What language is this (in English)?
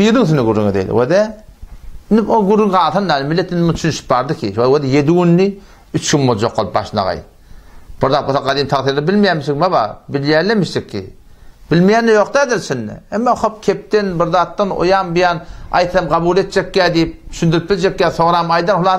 Turkmen